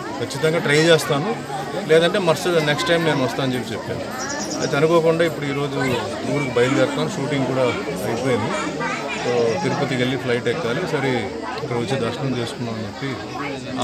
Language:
Telugu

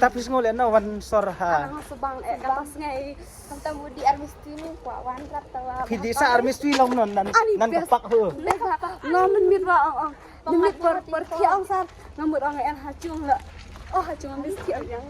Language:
Khasi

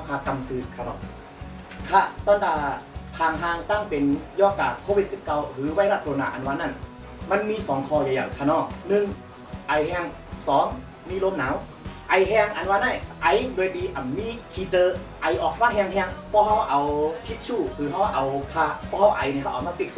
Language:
Shan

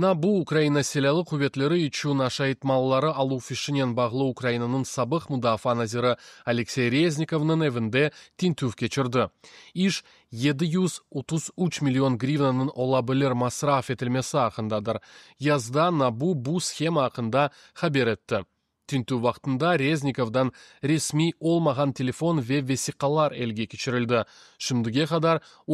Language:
Crimean Tatar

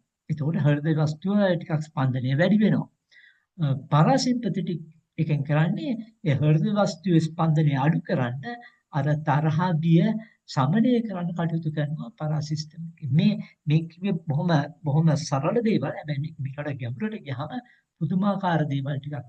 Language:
Sinhala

